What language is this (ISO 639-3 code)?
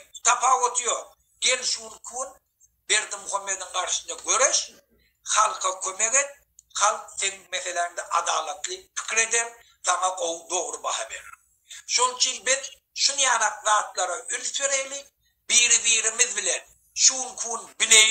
tuk